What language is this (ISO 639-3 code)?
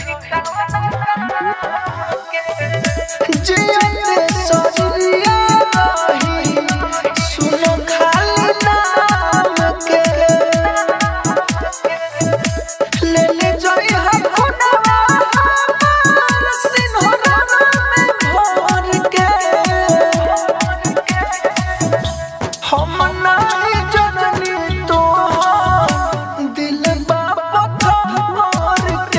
bho